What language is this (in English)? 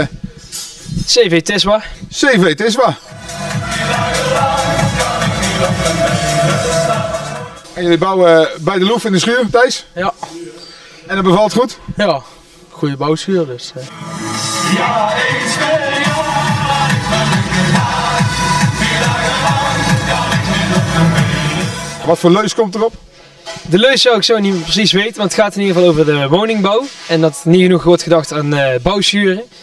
Dutch